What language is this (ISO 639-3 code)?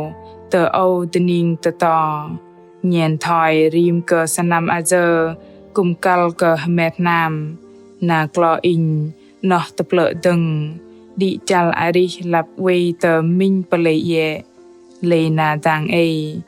bdq